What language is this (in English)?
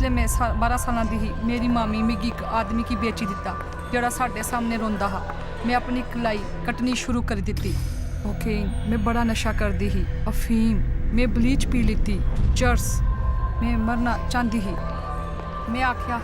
Dogri